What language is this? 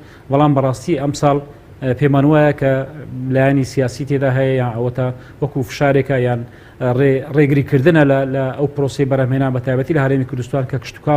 Central Kurdish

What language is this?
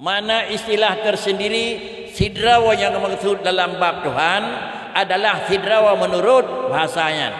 Achinese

